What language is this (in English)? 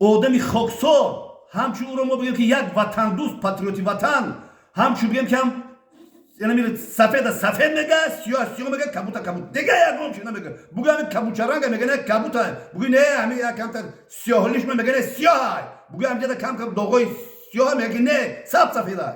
Tajik